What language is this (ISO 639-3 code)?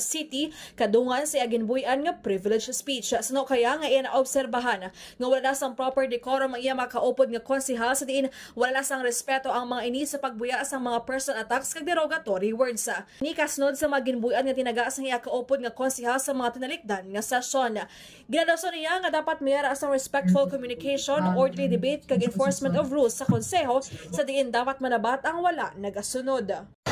hil